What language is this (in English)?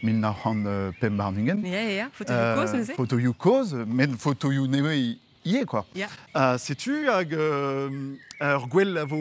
Breton